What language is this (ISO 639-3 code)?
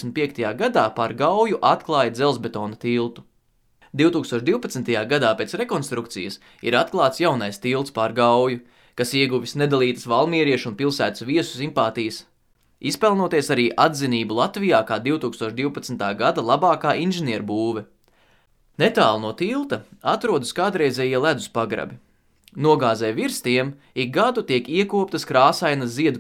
lav